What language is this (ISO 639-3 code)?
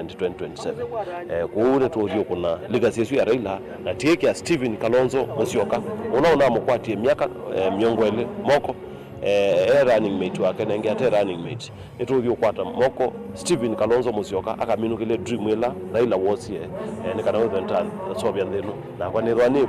kam